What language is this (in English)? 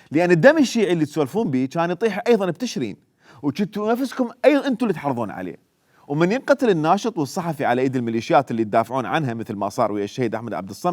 Mesopotamian Arabic